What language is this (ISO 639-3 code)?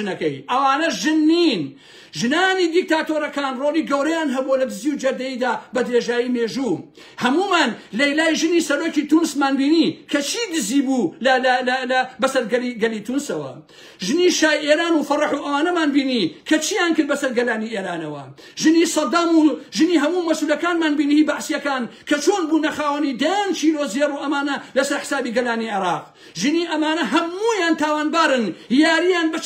ckb